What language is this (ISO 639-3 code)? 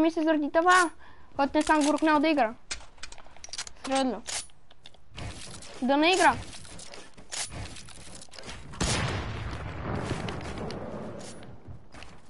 bul